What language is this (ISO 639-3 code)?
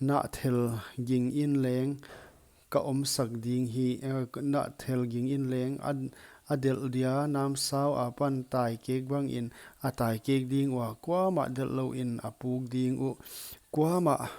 pck